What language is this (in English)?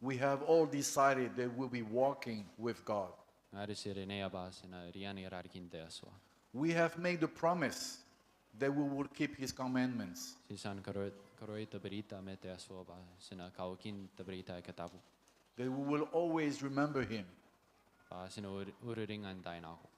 Gilbertese